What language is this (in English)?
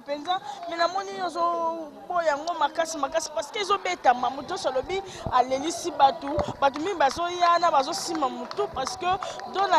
Lingala